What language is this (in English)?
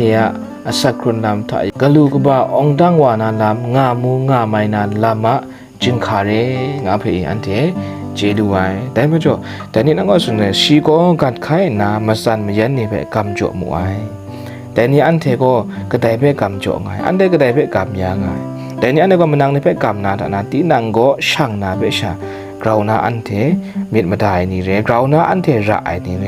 Kachin